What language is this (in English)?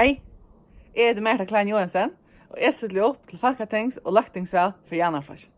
Faroese